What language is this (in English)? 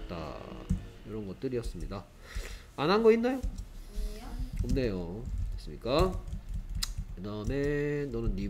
Korean